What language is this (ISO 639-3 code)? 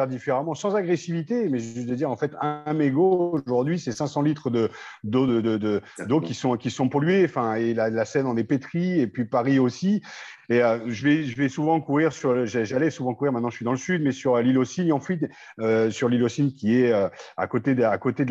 fra